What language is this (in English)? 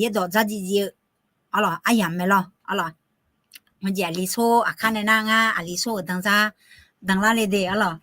Akha